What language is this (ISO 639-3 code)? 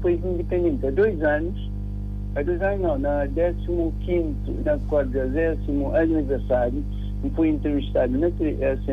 kea